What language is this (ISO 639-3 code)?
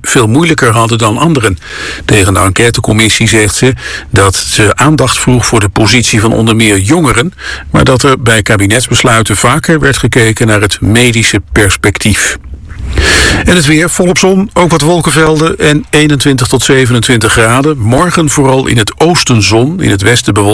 nld